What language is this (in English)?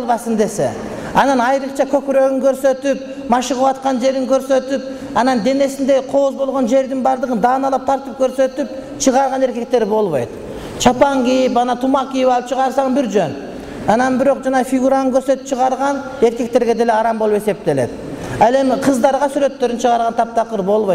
Kyrgyz